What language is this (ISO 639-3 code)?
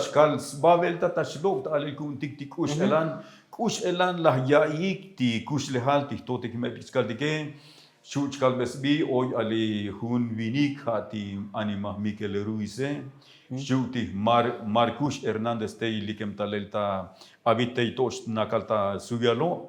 tzo